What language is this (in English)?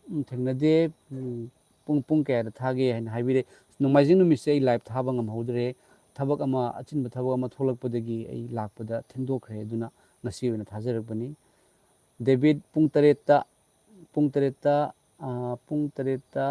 Manipuri